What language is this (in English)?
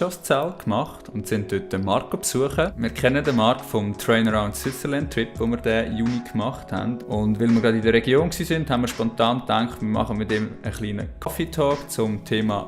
Swiss German